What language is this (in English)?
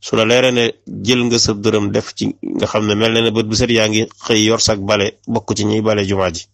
Wolof